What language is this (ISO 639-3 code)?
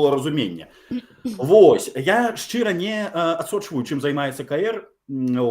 bel